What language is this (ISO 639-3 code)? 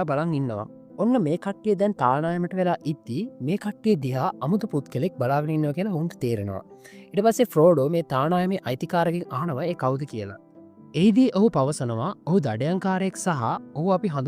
sin